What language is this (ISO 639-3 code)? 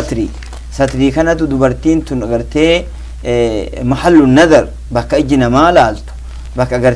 orm